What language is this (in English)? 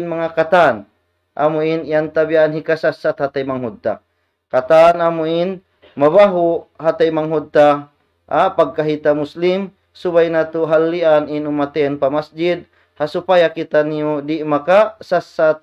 Tausug